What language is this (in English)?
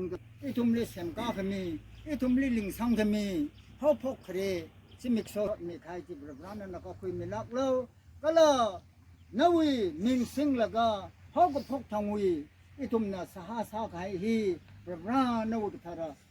Tangkhul Naga (India)